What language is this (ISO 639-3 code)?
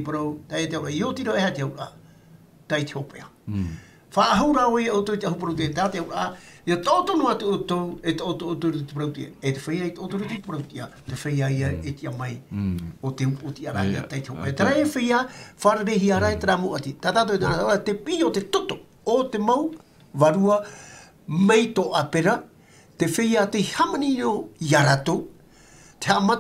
tah